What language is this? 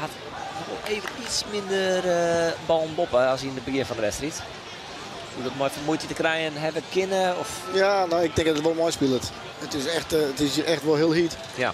Western Frisian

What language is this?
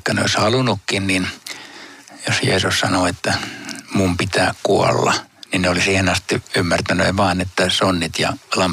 Finnish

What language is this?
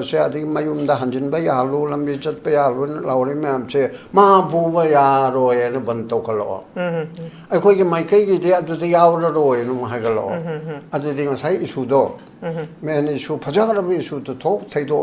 Manipuri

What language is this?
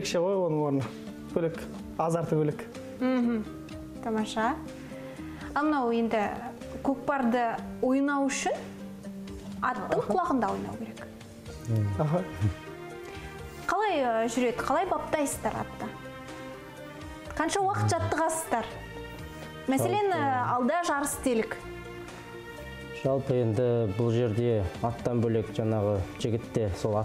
Kazakh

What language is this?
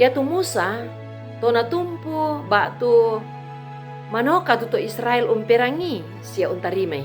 Toraja-Sa'dan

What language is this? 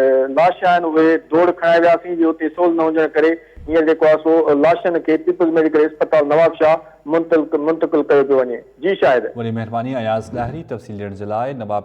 Sindhi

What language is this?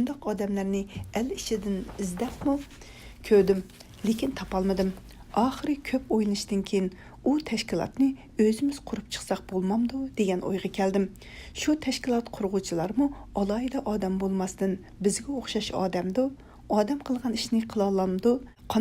Uyghur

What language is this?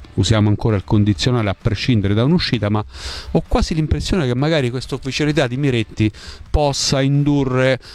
Italian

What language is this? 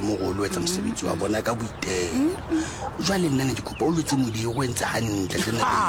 Southern Sotho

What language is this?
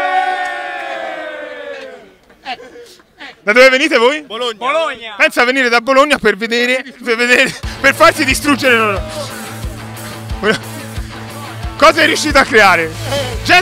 Italian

